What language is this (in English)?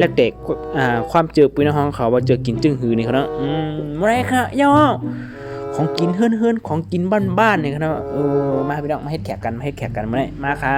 Shan